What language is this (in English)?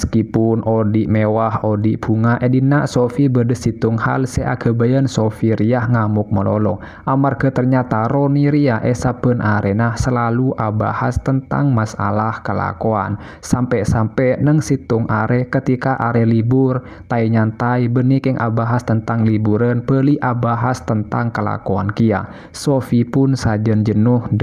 Madurese